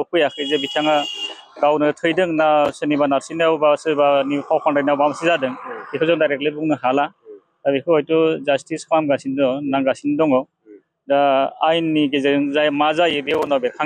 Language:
Bodo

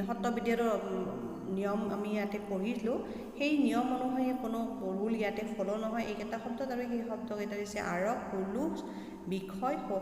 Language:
Assamese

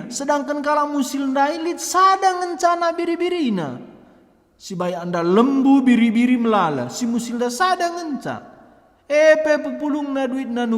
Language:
Batak Karo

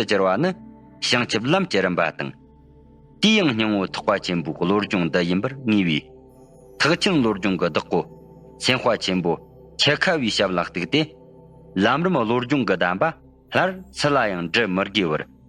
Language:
Tibetan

